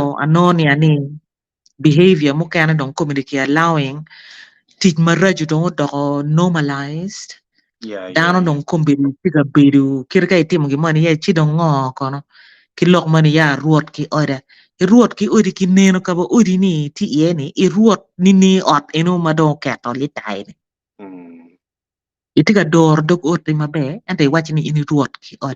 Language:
Acoli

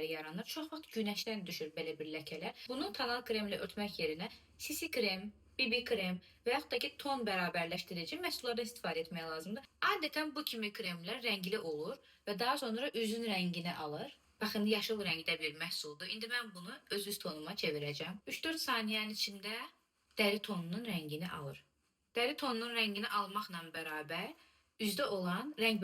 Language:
Azerbaijani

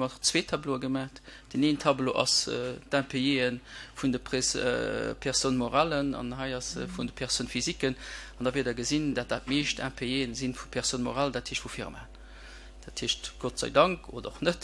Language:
Luxembourgish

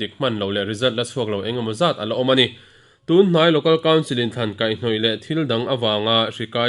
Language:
Mizo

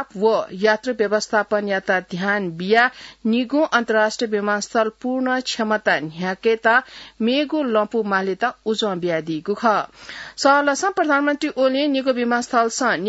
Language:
Newari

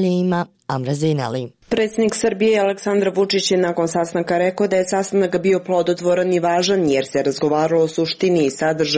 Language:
Croatian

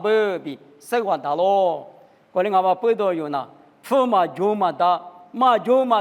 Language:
Lisu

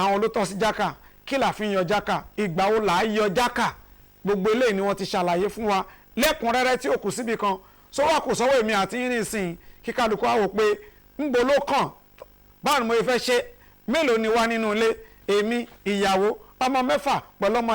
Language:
Yoruba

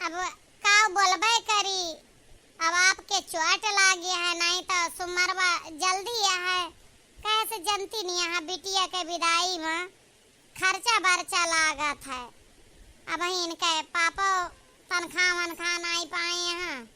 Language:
Awadhi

